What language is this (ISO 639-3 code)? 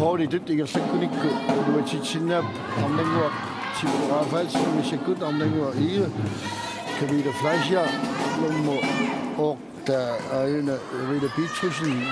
kal